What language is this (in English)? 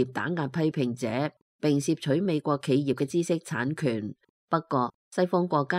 Cantonese